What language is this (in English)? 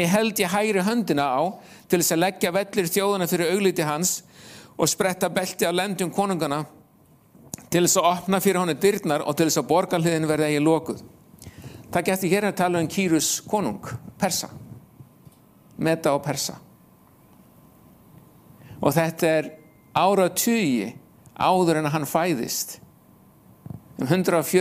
Icelandic